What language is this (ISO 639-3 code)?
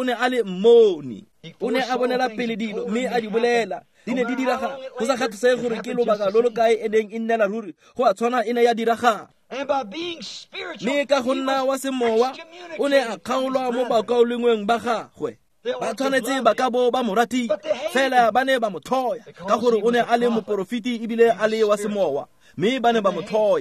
tsn